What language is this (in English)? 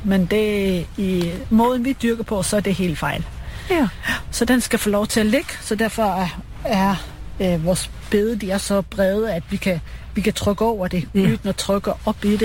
Danish